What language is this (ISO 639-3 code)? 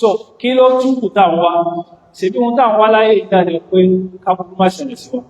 yor